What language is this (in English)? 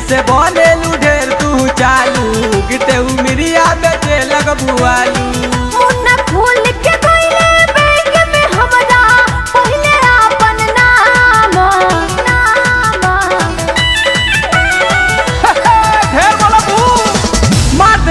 Bhojpuri